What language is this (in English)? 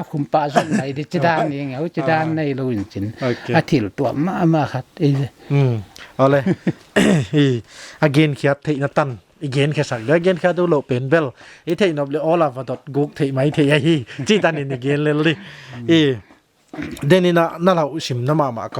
Paite Chin